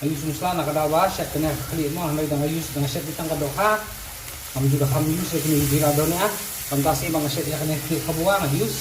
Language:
Khasi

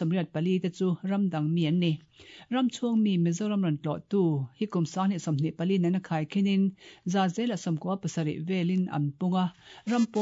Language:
Mizo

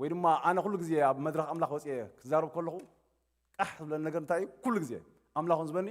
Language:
Tigrinya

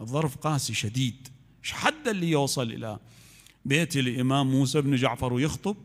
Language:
Mesopotamian Arabic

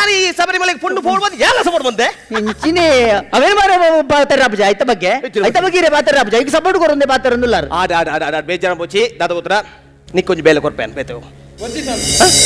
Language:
Tulu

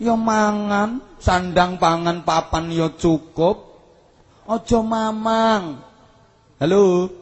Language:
Javanese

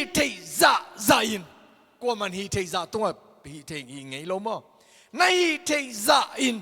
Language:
Tedim Chin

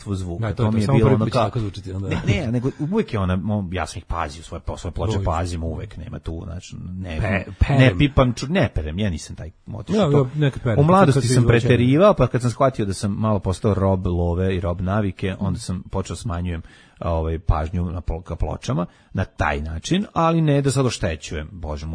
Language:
Serbian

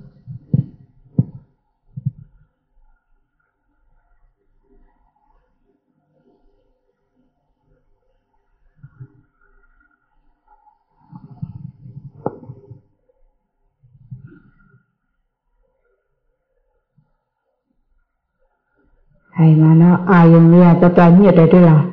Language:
Burmese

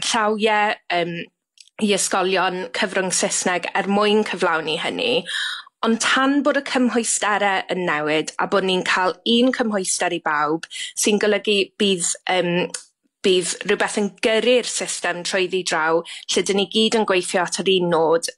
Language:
Welsh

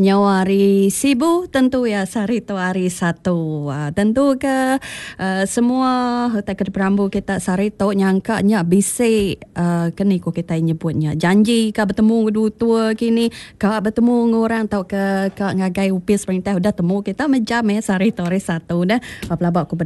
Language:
Iban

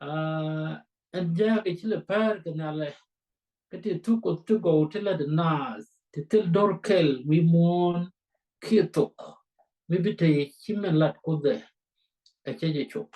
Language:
Nuer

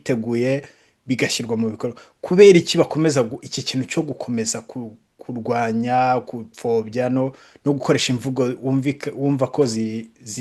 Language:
Kinyarwanda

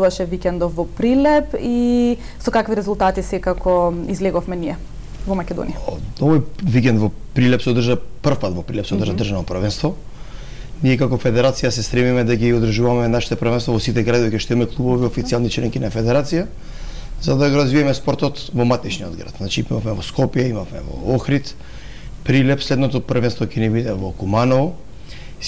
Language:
Macedonian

